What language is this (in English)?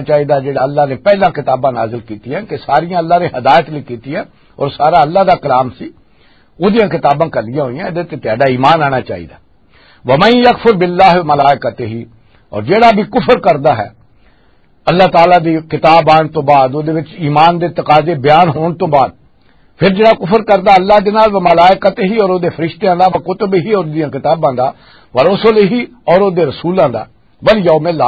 Western Panjabi